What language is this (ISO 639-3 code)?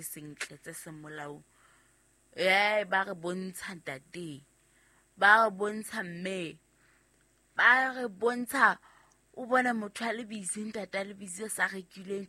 sot